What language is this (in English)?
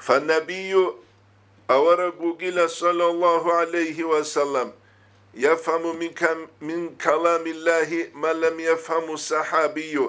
Avaric